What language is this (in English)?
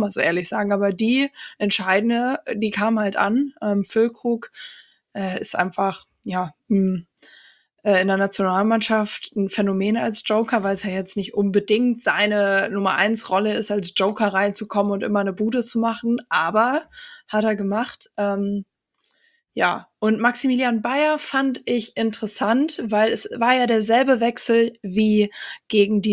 German